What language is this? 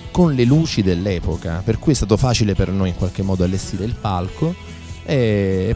Italian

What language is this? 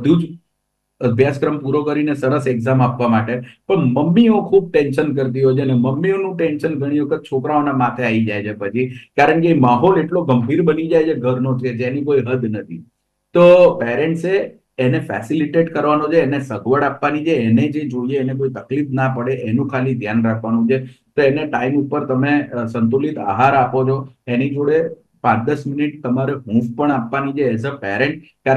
Gujarati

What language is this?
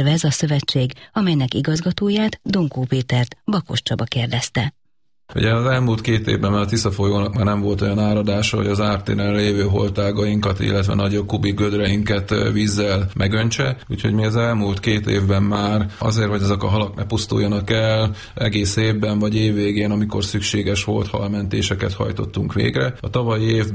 Hungarian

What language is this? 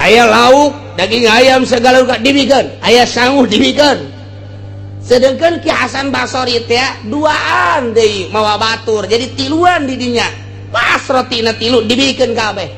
Sundanese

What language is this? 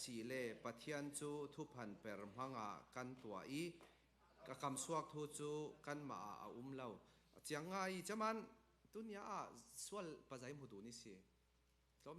Falam Chin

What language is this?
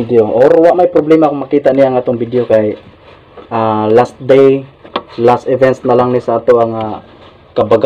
Cebuano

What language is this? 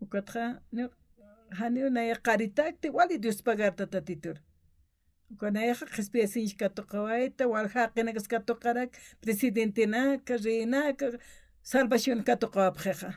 Aymara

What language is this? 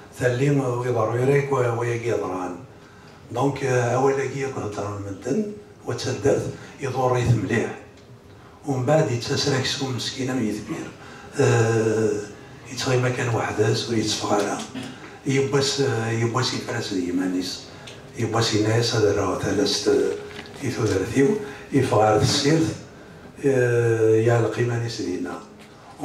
Kabyle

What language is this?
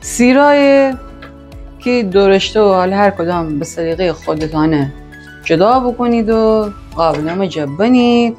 Gilaki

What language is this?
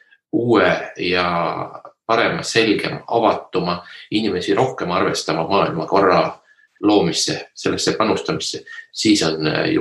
Estonian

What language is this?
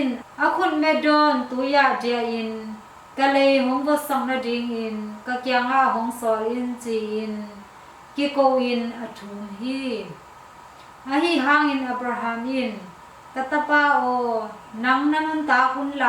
Tedim Chin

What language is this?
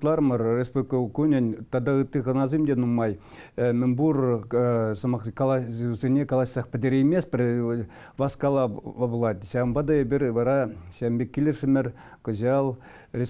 Chuvash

